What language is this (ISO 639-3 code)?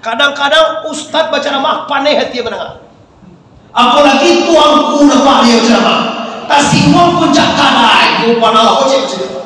min